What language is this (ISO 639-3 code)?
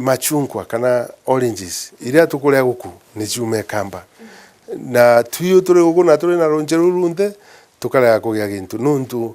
mer